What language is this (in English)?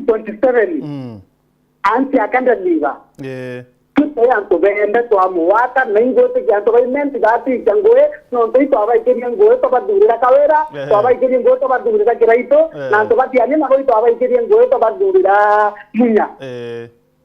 Meru